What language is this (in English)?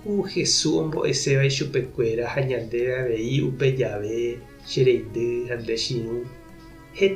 Guarani